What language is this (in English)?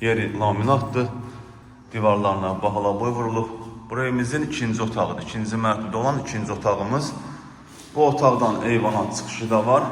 Azerbaijani